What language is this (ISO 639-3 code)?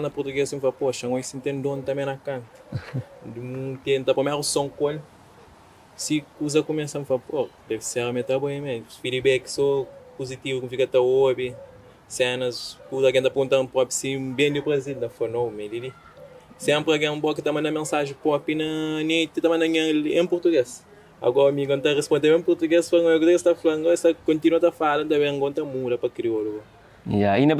kea